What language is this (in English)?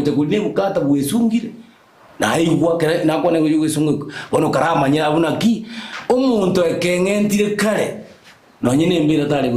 Gusii